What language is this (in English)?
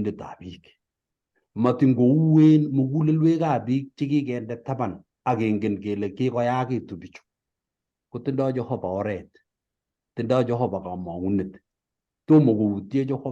Kalenjin